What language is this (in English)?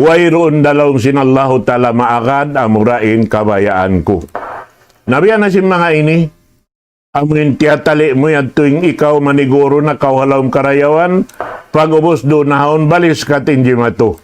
Tausug